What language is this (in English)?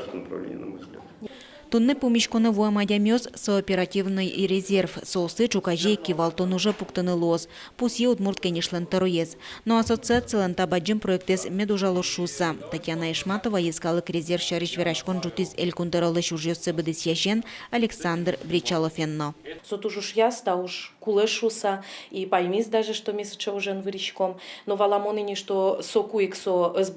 Udmurt